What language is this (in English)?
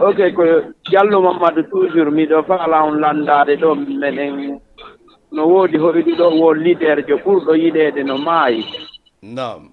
Fula